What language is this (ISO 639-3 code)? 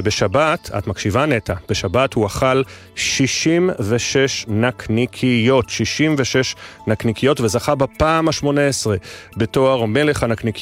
heb